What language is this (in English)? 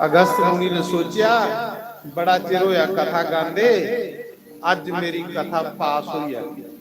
Dogri